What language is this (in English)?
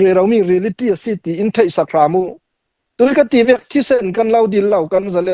Hakha Chin